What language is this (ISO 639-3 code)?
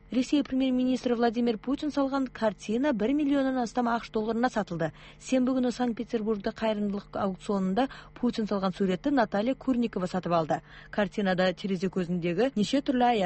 kaz